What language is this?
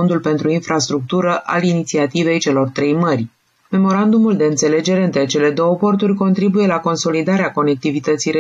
Romanian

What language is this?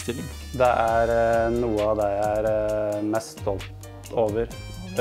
Norwegian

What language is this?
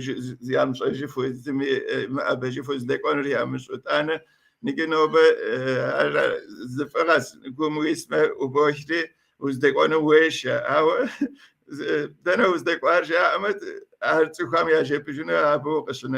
Kabardian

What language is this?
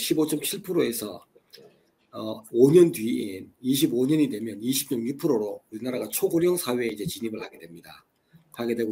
Korean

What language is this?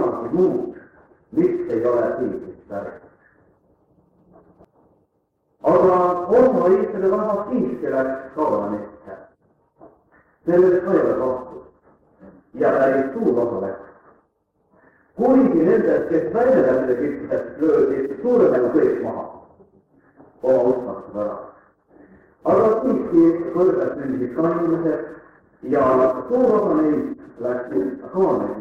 Estonian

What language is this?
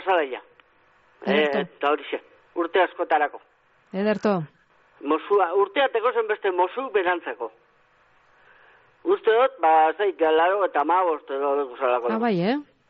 Basque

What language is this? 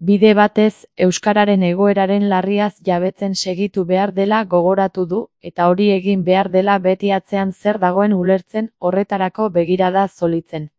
Basque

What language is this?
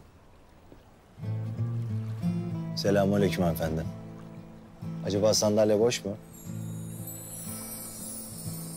Turkish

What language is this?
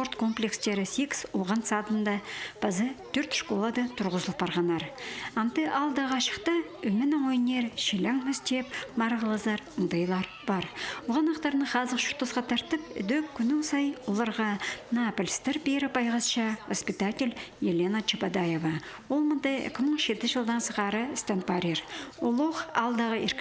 Khakas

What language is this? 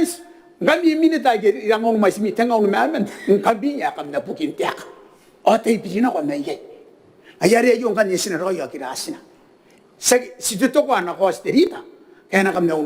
Gilbertese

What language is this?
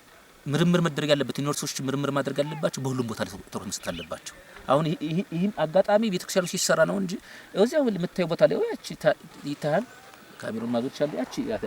Amharic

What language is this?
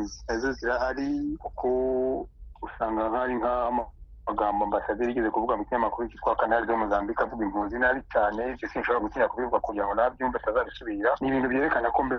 Kinyarwanda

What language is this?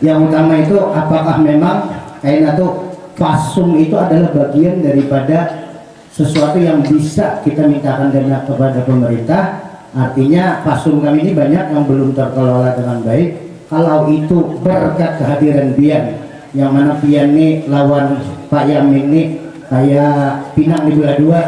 Banjar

